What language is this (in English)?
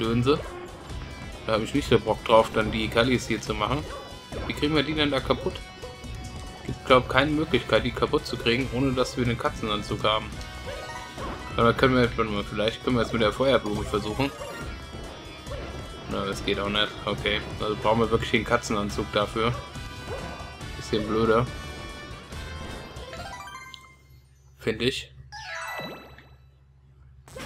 German